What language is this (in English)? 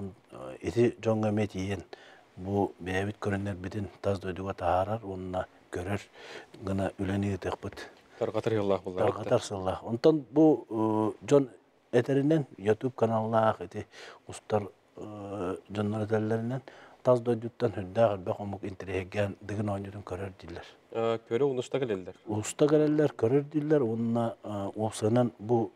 Yakut